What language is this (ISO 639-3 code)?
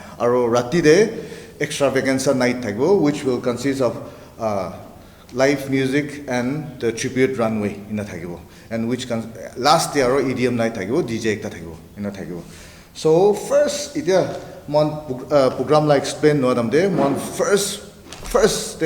nag